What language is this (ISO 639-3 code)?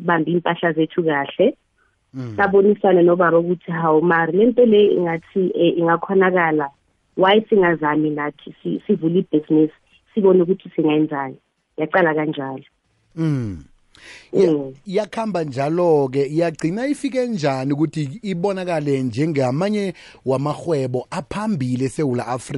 nbl